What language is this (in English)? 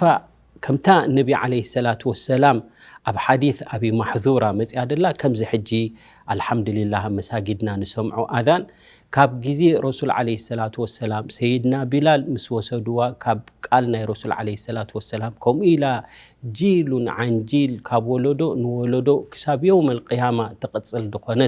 Tigrinya